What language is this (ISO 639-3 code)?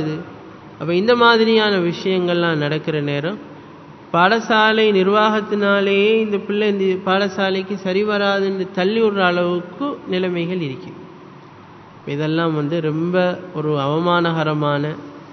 tam